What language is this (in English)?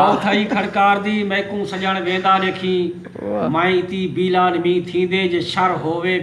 Saraiki